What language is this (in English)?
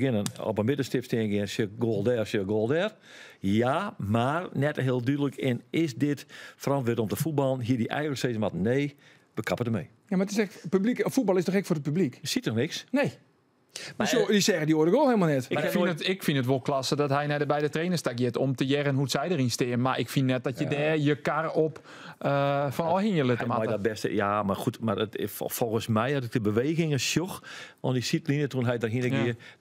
Western Frisian